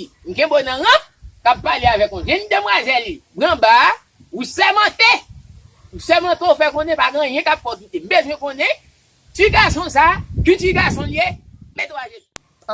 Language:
Haitian Creole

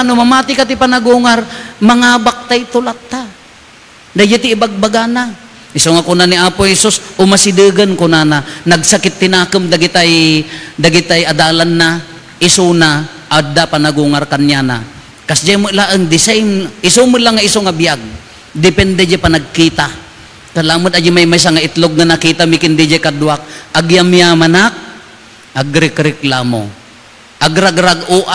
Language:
Iloko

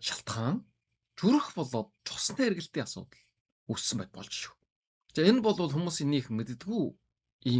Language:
Mongolian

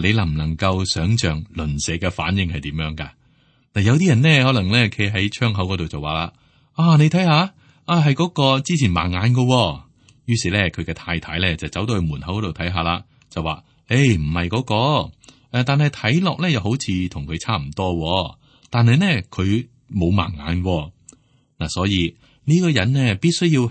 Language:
Cantonese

